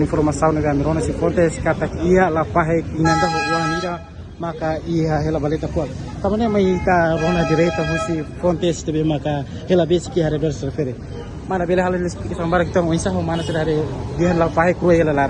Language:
Tetum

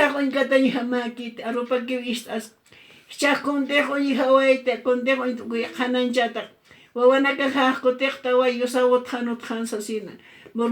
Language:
Aymara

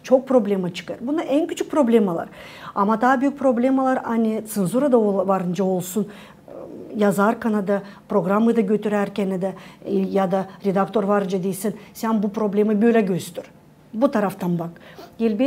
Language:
Gagauz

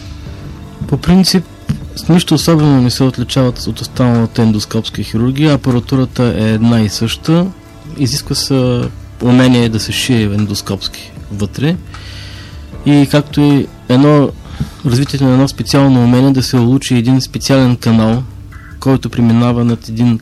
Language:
Bulgarian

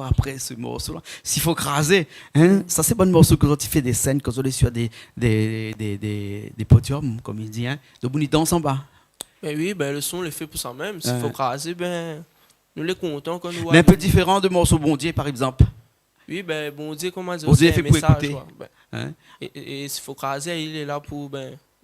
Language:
Réunion Creole French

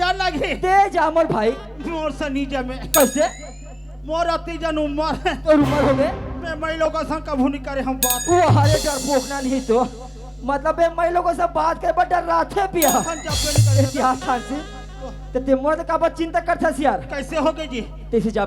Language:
Chhattisgarhi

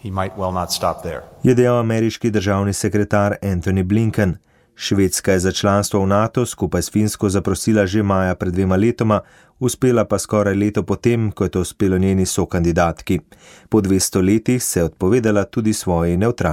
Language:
Slovenian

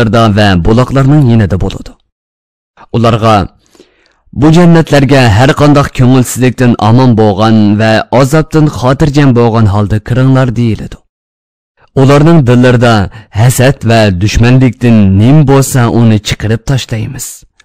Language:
Uyghur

